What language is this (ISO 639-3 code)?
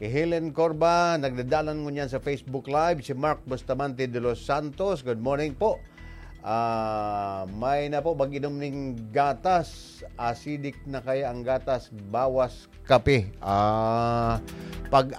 bik